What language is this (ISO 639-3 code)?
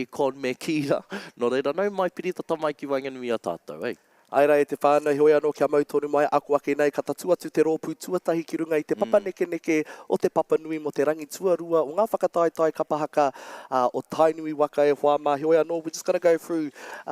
mri